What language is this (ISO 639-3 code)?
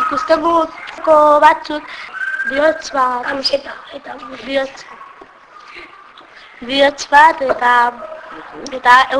eus